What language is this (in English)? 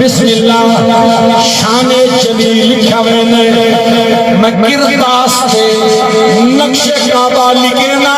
Saraiki